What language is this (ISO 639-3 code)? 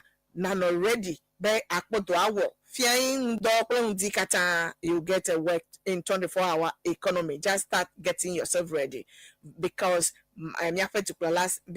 ewe